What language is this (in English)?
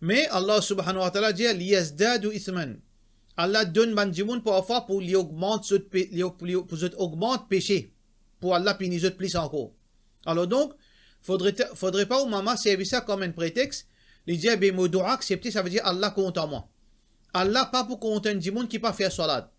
Morisyen